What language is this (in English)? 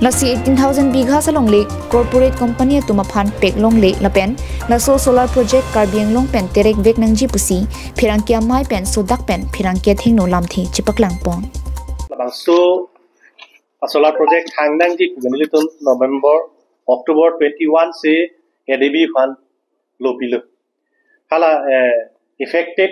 Karbi